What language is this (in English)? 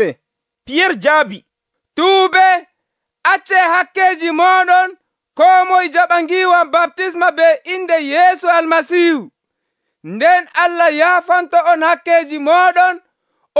Nigerian Fulfulde